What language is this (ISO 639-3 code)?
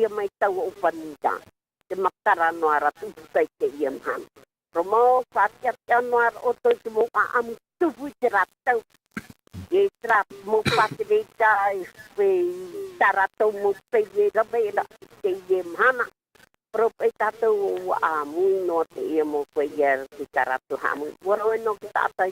tah